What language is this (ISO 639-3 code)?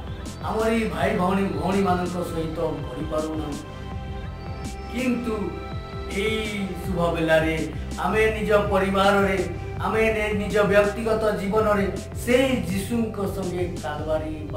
ori